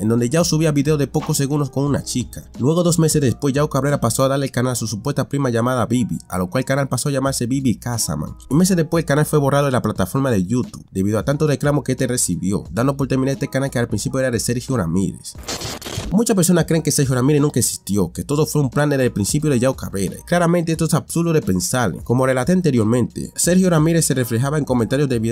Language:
Spanish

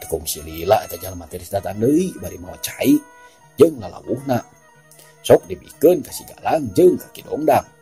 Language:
Sundanese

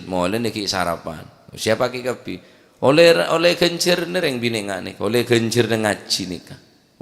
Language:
Madurese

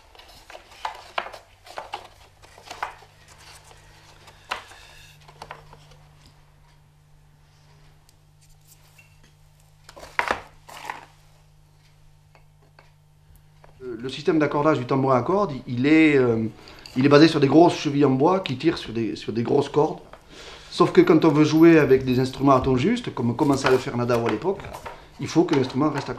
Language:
French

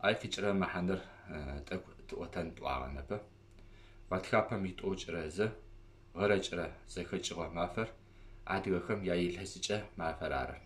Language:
Adyghe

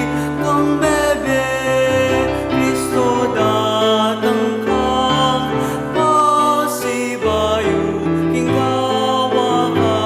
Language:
Pampanga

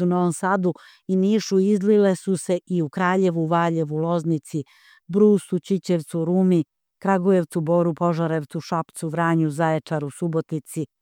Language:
Serbian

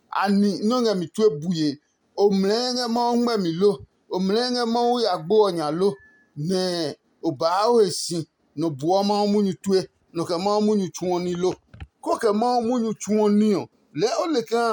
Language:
Adangme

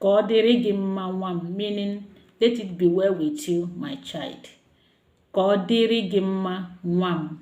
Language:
Igbo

